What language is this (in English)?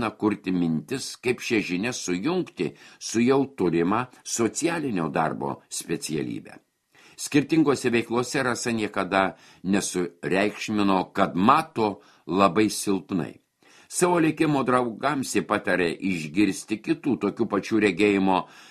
Lithuanian